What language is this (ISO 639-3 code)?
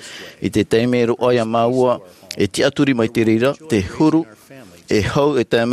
tah